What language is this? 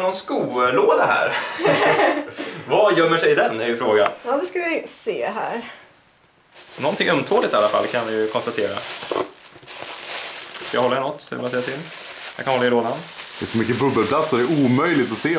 Swedish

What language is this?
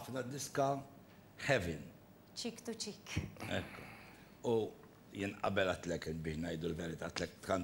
Maltese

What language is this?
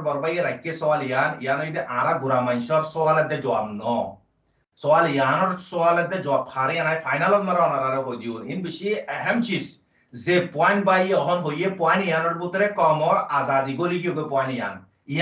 Rohingya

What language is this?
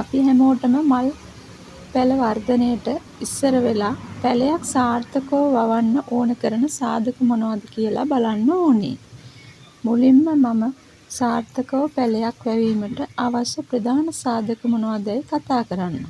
Sinhala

